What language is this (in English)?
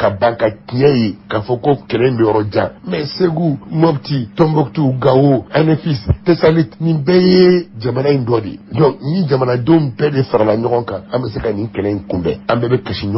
Bambara